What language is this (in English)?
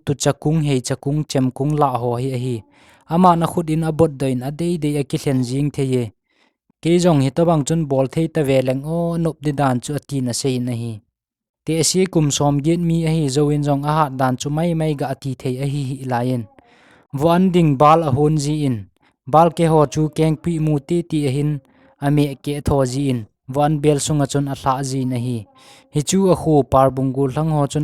Thado Chin